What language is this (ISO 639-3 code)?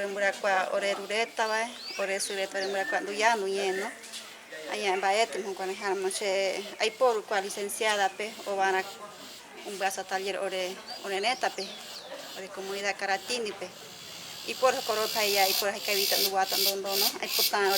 grn